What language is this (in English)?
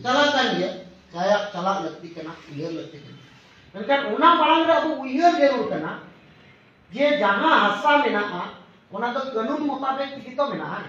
Santali